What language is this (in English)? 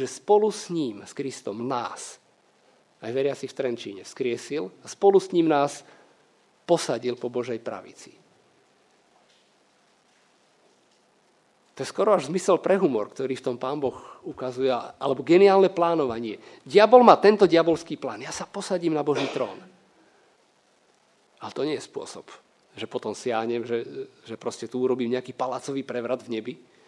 Slovak